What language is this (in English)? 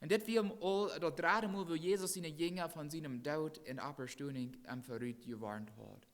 Plautdietsch